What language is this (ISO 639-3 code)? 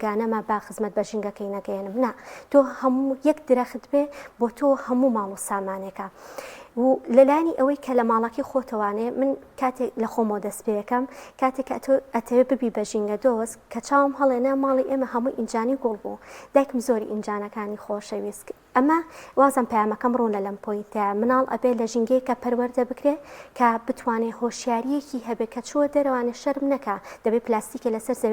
ckb